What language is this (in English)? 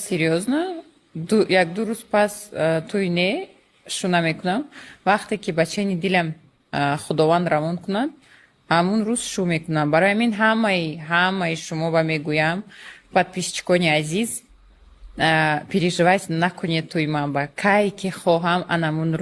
Tajik